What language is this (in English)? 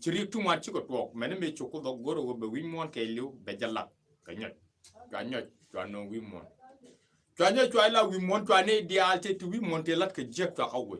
Nuer